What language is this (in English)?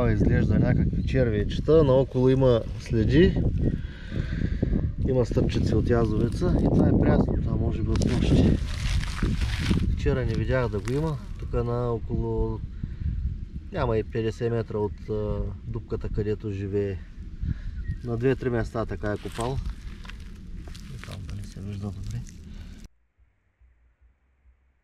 Bulgarian